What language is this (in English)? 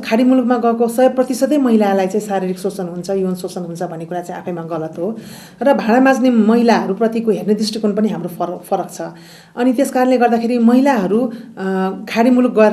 Nepali